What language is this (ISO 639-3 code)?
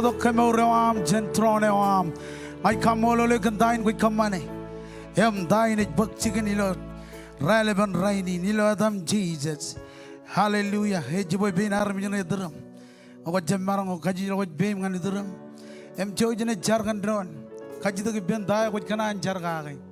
mah